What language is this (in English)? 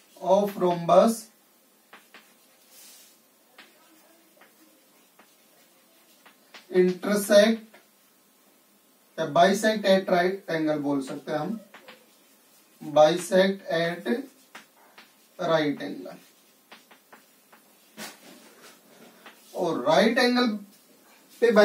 Hindi